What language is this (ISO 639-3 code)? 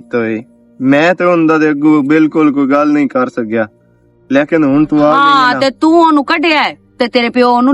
lah